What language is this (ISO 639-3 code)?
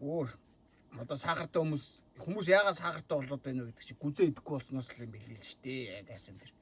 mon